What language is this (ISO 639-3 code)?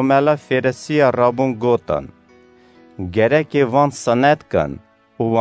kur